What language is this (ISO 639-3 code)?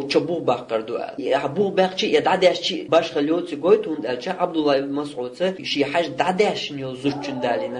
che